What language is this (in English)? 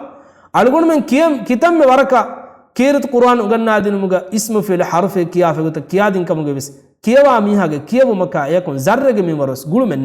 Divehi